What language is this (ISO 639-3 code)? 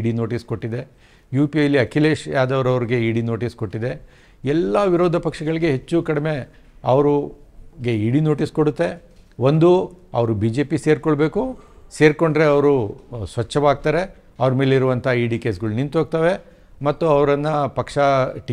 kan